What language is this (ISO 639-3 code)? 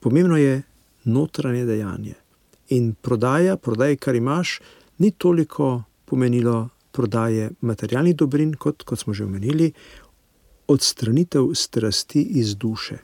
slv